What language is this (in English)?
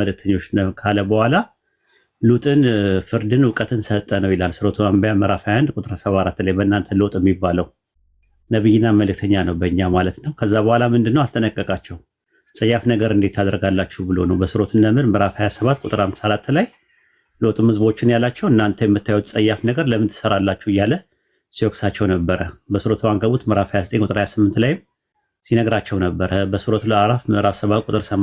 Amharic